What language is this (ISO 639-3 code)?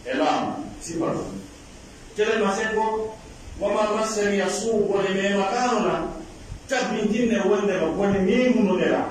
fuf